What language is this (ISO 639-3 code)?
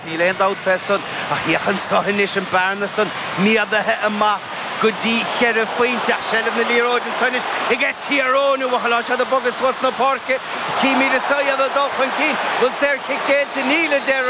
gle